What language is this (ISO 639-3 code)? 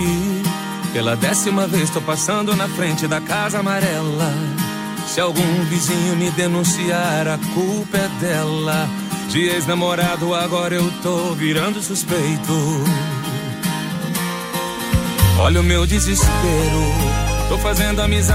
por